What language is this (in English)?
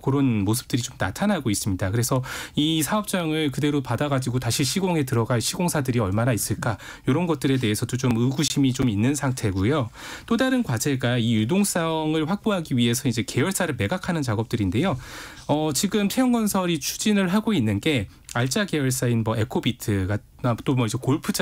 Korean